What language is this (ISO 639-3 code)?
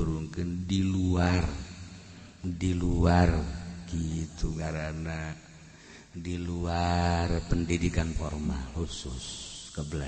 sun